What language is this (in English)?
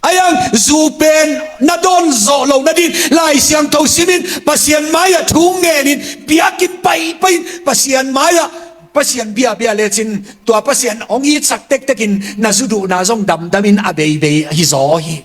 Tedim Chin